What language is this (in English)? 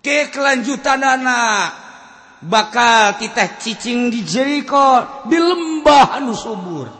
Sundanese